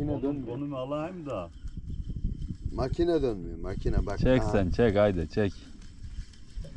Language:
Turkish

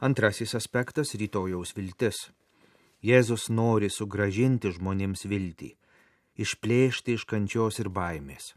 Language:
Lithuanian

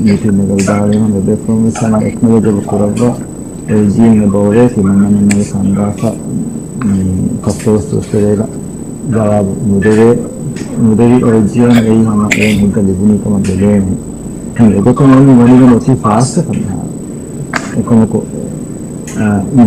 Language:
Divehi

